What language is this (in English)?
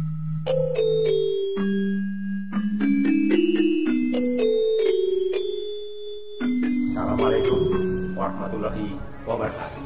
Indonesian